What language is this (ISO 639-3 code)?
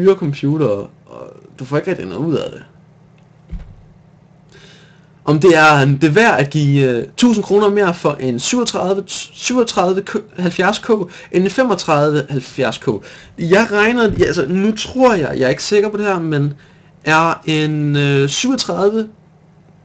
dan